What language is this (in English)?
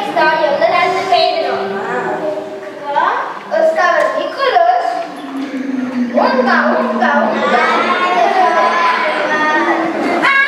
Catalan